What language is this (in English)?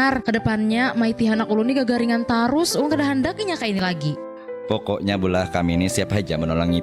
Banjar